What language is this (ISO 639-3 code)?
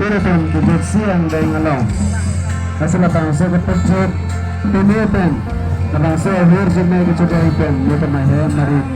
mjw